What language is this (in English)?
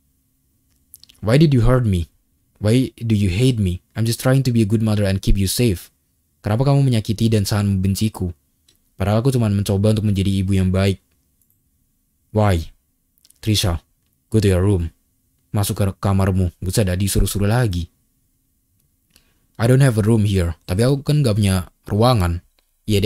Indonesian